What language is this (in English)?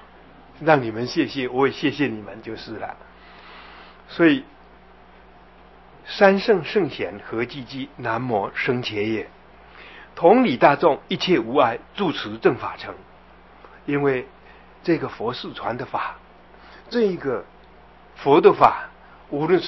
Chinese